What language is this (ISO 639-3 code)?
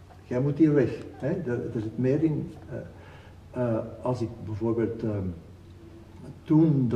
nld